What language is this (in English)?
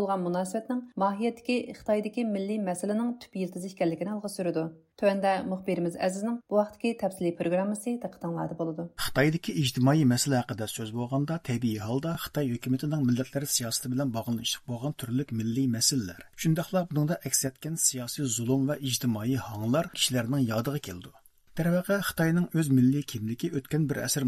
Uyghur